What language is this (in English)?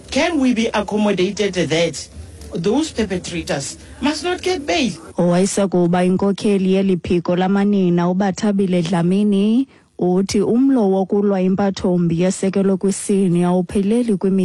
Xhosa